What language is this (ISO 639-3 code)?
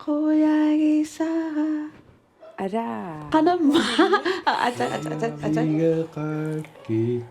kal